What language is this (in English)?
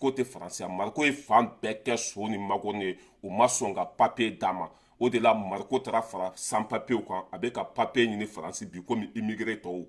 Bambara